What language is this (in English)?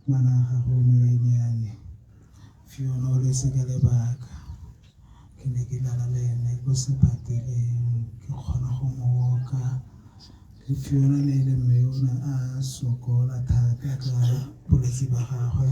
Tswana